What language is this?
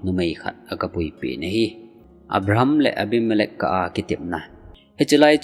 Thado Chin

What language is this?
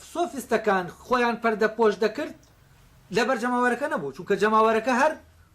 Central Kurdish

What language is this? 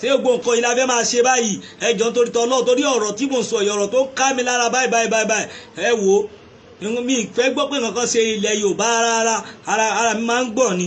Yoruba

